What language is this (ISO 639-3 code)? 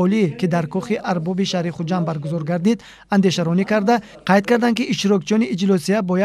tgk